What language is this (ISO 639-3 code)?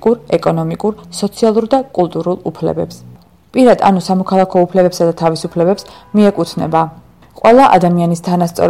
kat